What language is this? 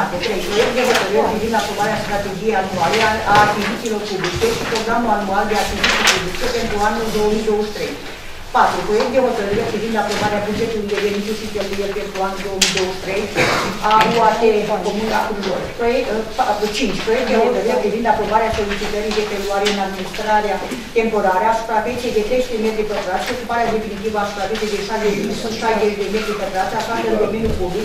Romanian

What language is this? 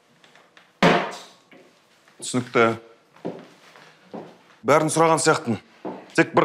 Kazakh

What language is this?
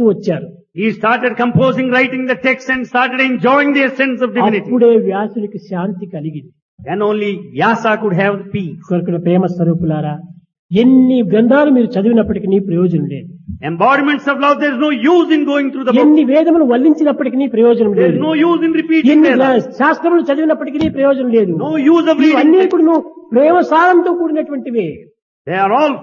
Telugu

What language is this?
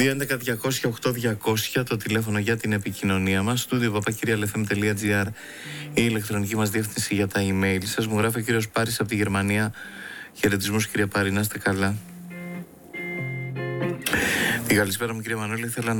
Greek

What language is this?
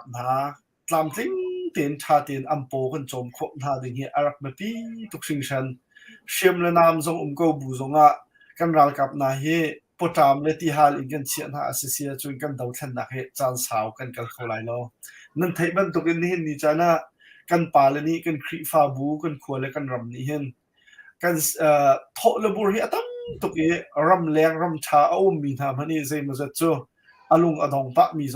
Hakha Chin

